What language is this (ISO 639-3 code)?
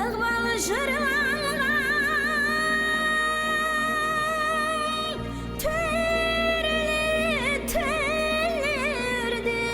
kaa